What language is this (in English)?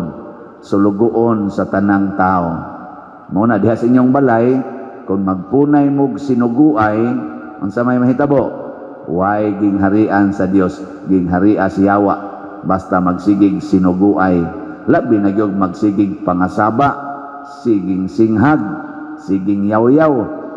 Cebuano